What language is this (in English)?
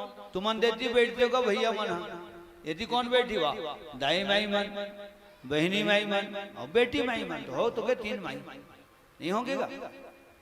Chhattisgarhi